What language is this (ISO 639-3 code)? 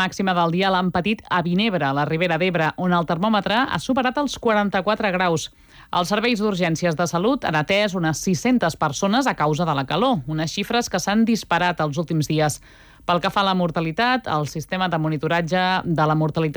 cat